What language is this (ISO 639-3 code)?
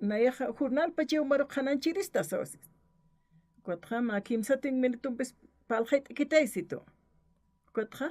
aym